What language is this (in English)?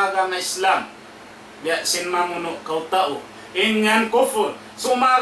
Tausug